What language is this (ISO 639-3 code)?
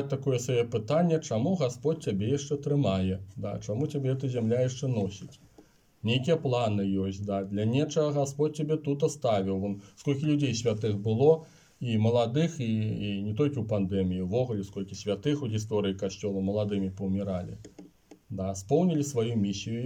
bel